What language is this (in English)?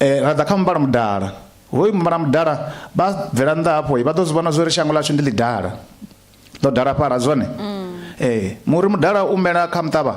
Venda